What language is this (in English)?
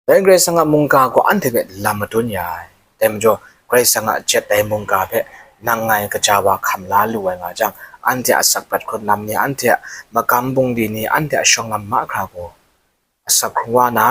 Kachin